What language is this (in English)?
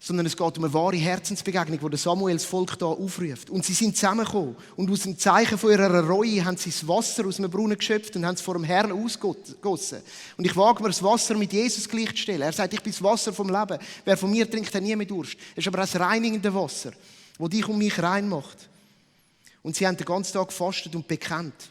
Swiss German